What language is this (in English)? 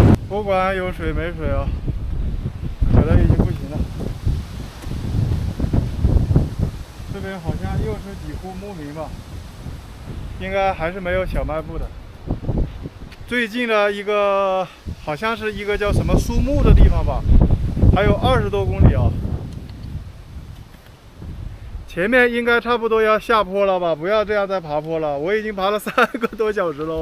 Chinese